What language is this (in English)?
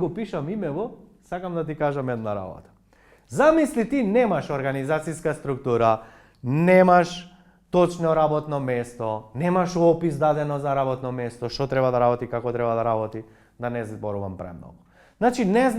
Macedonian